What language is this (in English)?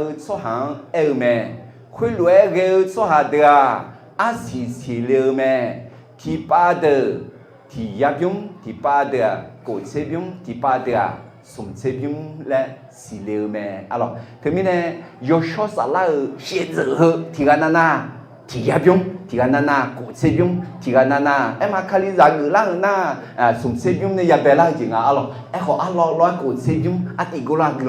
Akha